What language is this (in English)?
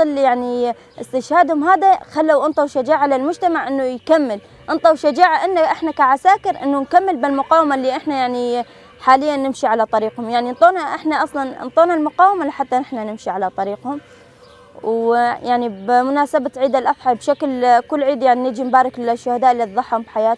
Kurdish